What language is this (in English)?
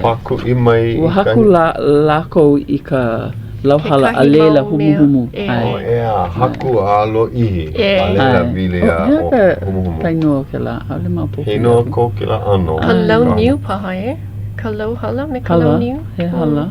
Hawaiian